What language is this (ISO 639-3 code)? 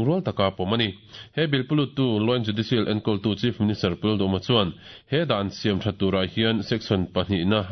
lus